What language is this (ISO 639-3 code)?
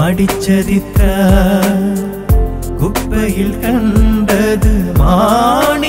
mal